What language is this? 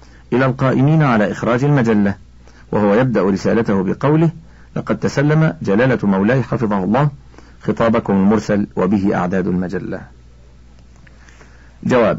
Arabic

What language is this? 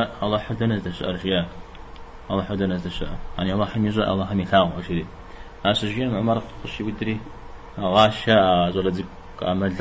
Kabardian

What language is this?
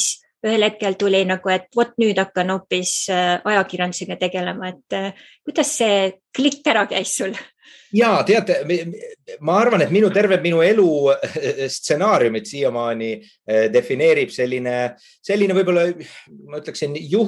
Estonian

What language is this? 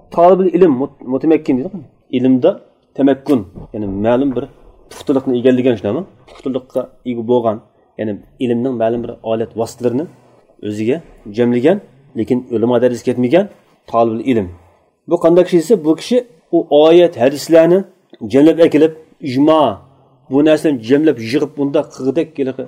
Uyghur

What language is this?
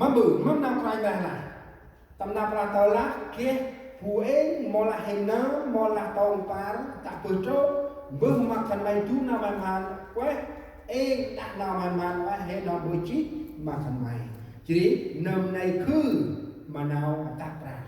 Central Mnong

